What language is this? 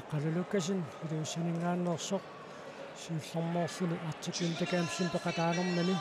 Kalaallisut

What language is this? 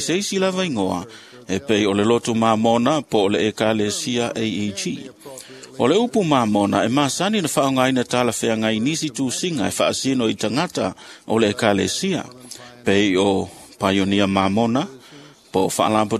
Samoan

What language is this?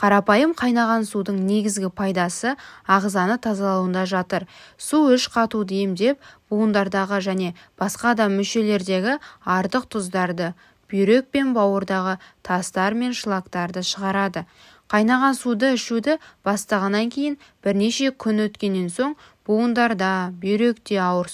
Kazakh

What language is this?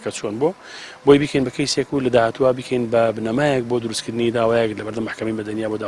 Central Kurdish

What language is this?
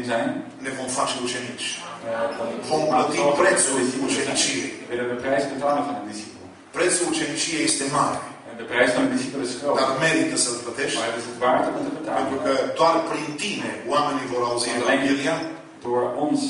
Romanian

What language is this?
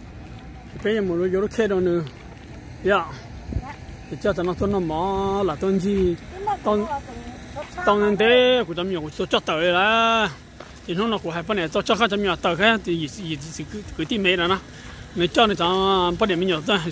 Vietnamese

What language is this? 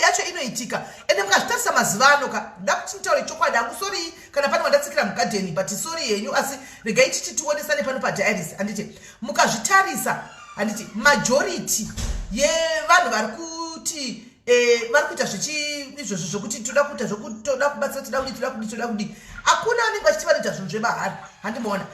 Shona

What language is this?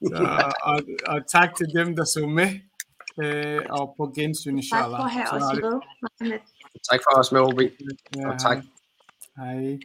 Danish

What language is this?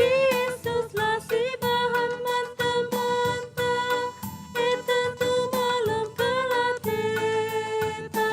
Batak Karo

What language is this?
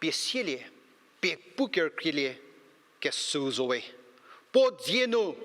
Angami Naga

